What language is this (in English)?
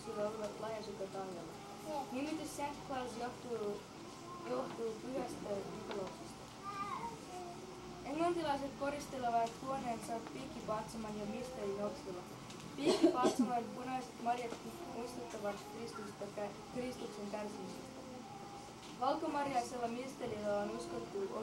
Finnish